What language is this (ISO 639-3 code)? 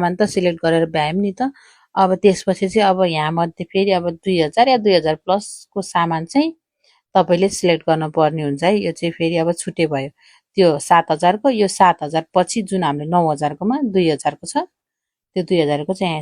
nep